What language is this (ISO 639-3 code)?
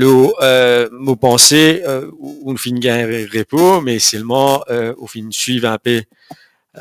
mfe